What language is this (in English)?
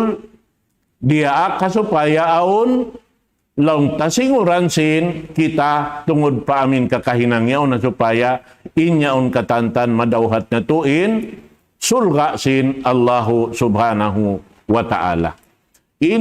Tausug